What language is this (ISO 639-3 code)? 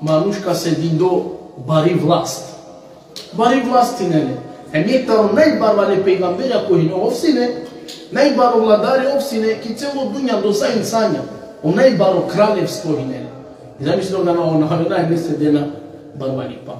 rmn